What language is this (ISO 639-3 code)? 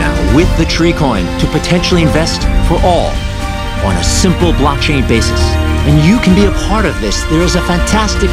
eng